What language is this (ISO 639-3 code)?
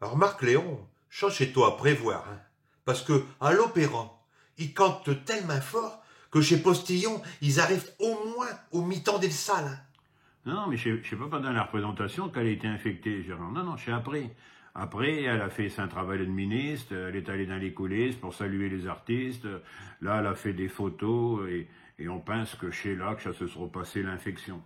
pcd